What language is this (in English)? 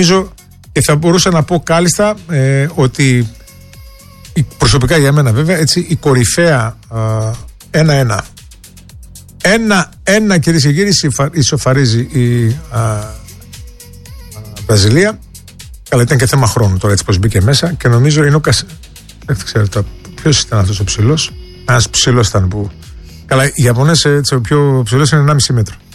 Greek